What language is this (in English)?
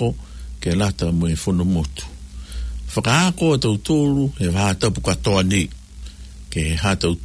Tongan